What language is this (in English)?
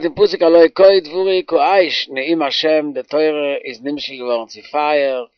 Yiddish